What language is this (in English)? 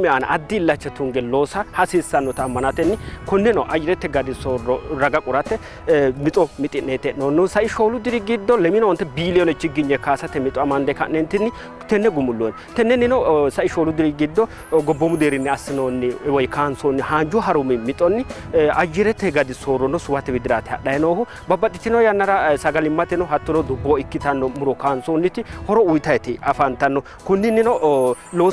Sidamo